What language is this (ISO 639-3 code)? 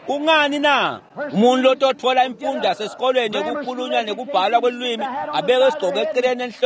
ssw